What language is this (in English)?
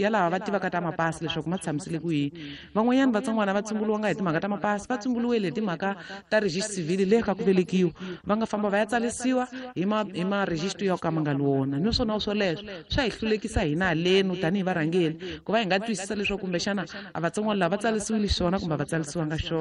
Tsonga